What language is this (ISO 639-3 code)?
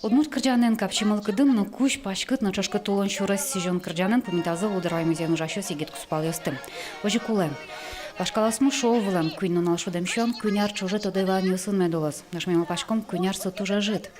udm